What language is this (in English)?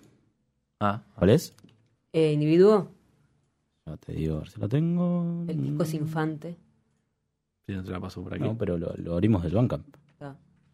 Spanish